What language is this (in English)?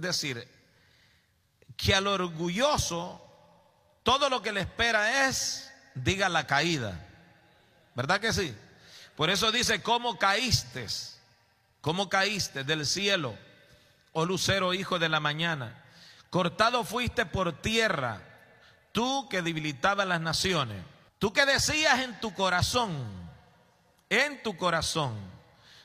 Spanish